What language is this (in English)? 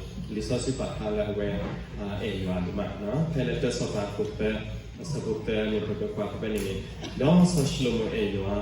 S'gaw Karen